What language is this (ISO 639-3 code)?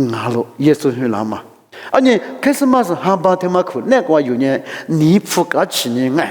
lis